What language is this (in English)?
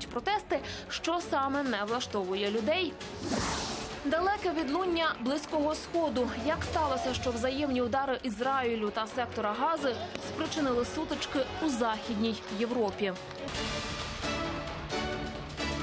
Ukrainian